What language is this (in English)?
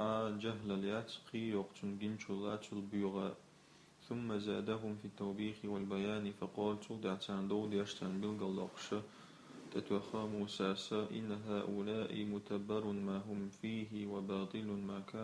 Chechen